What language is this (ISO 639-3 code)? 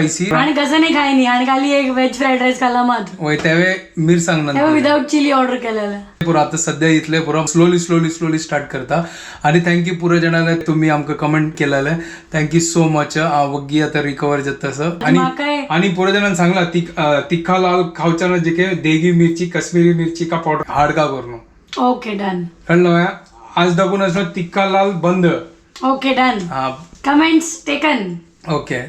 kok